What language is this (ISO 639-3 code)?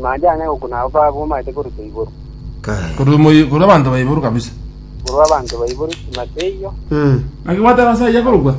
guz